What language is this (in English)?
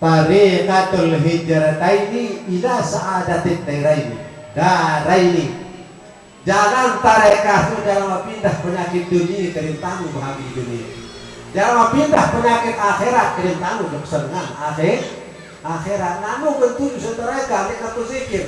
Sasak